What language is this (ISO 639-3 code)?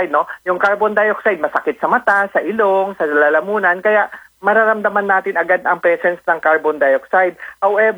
fil